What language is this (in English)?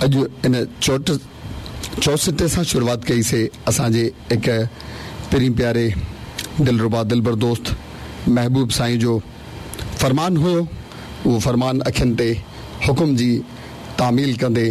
Sindhi